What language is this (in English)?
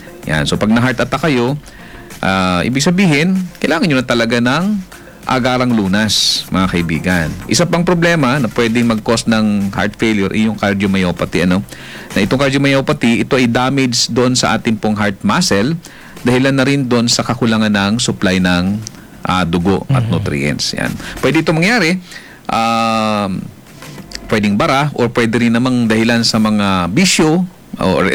Filipino